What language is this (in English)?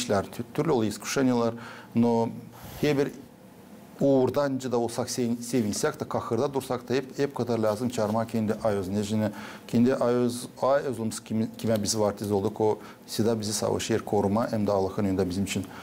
Gagauz